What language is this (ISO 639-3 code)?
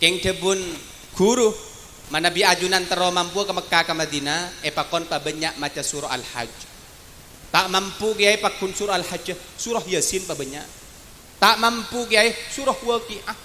mad